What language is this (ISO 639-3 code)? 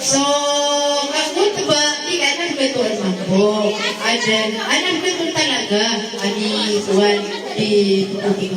mrw